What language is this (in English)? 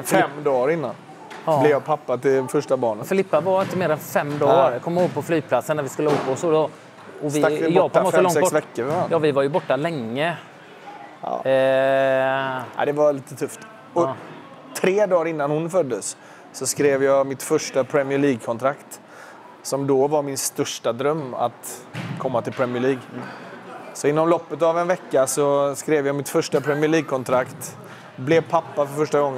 Swedish